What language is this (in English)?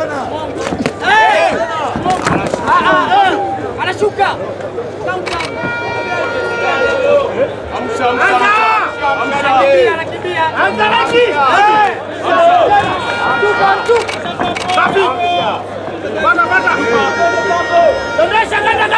Swahili